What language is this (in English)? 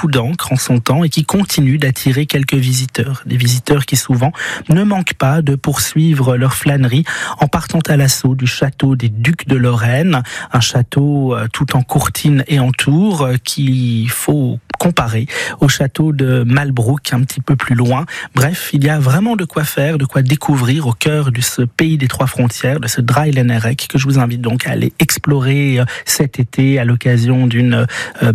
French